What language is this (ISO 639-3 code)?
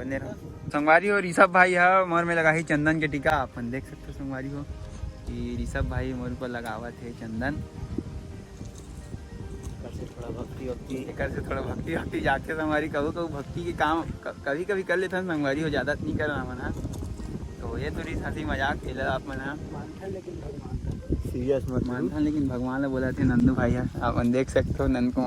hne